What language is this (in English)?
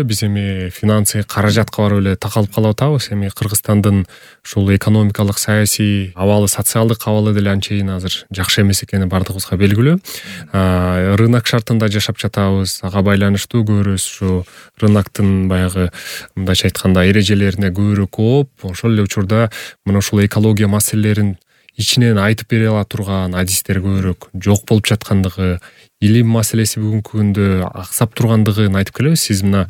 Kyrgyz